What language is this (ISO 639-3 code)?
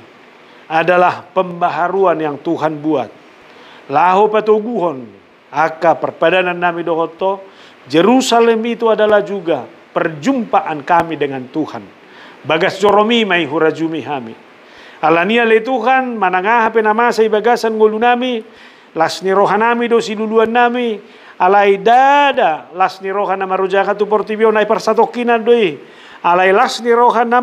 bbc